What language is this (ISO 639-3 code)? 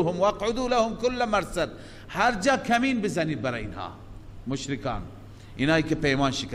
fas